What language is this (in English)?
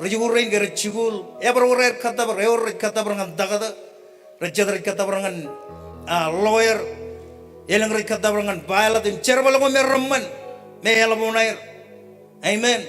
Marshallese